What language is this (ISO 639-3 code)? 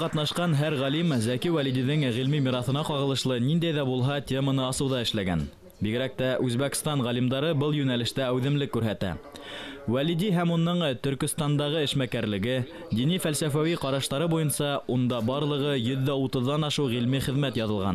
bak